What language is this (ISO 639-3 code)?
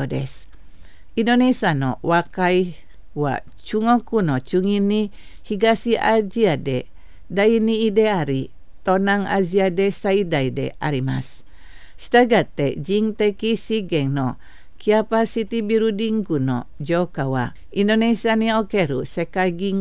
jpn